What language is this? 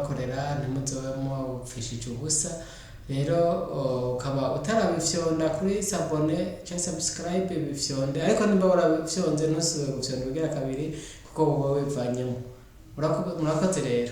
Rundi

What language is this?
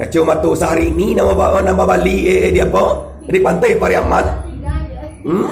Minangkabau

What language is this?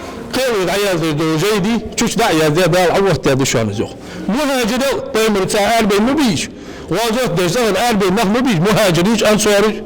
Ingush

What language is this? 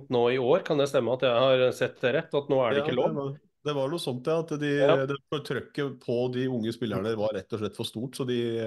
Norwegian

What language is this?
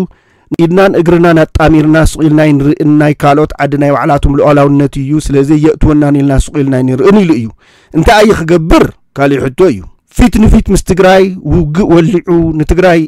Tigrinya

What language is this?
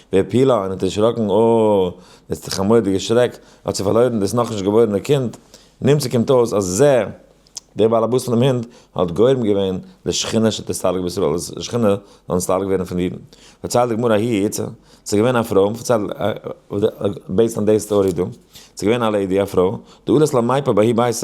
Yiddish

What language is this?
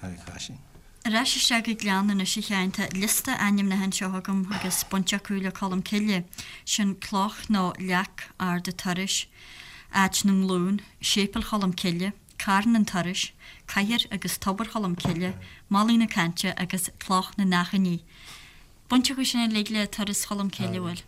Irish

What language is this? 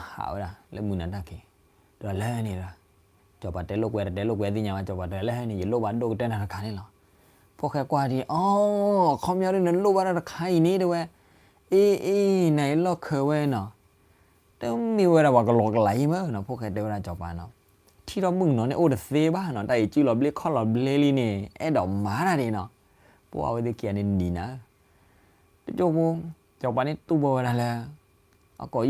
S'gaw Karen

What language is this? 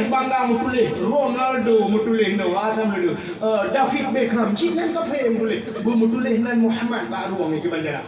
Achinese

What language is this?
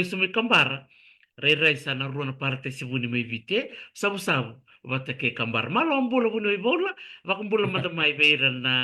Fijian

